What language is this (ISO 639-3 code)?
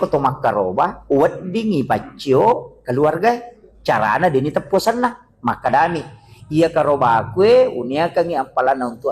bug